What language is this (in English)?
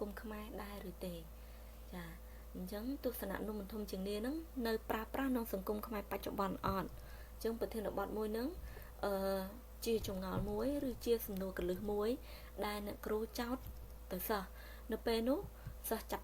Khmer